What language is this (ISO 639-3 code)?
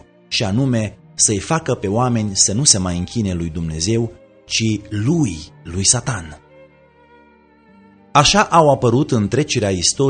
ron